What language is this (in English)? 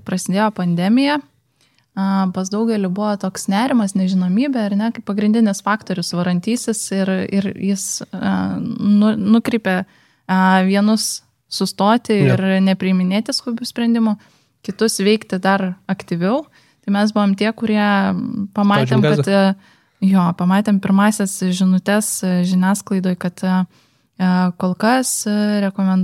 Lithuanian